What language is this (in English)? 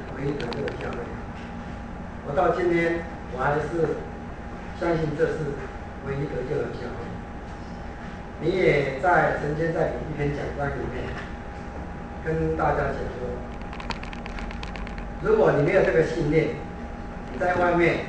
Chinese